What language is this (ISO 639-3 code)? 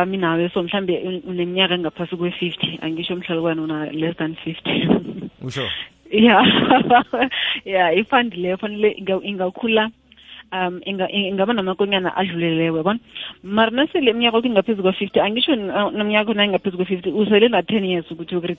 nbl